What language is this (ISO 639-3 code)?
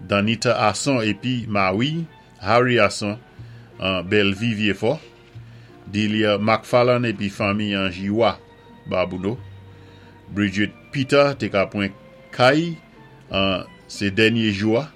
acf